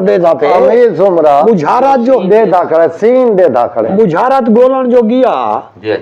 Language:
Saraiki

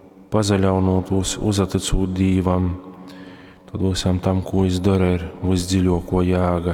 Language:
Latgalian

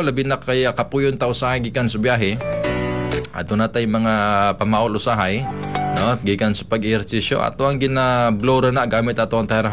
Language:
Cebuano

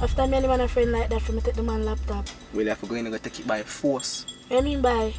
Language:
Jamaican Creole English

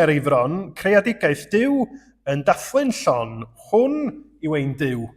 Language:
Welsh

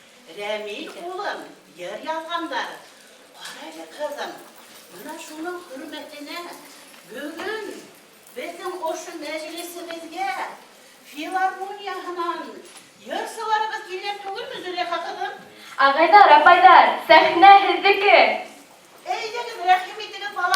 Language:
Bashkir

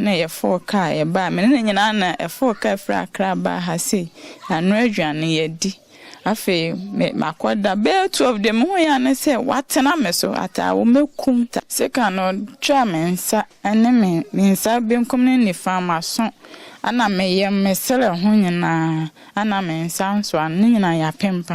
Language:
Akan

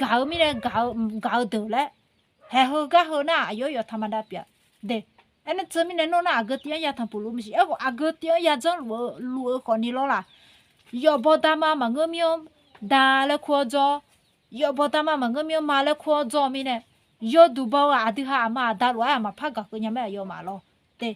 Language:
Akha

